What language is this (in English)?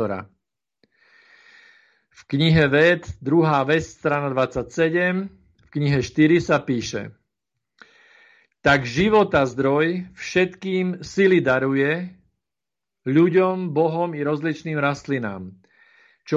Slovak